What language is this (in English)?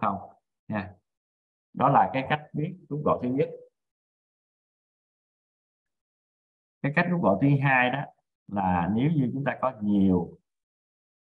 Vietnamese